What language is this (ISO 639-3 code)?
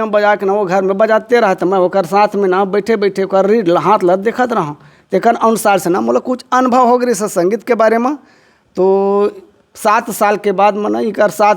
hne